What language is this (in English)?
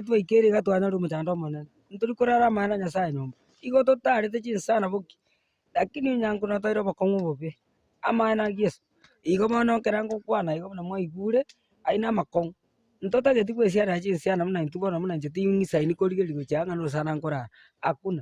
Gusii